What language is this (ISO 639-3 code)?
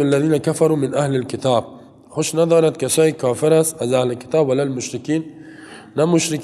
fas